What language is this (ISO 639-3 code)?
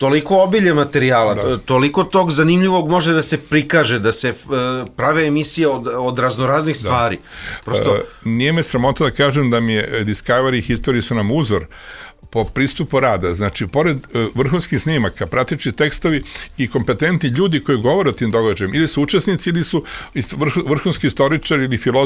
srp